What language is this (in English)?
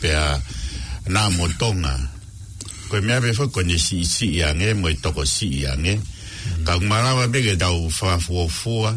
Tongan